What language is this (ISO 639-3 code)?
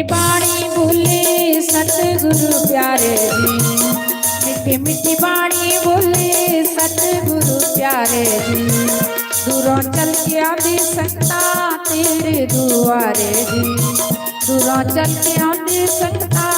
doi